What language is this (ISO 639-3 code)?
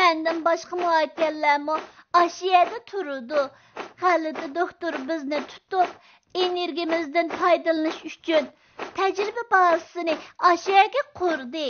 uig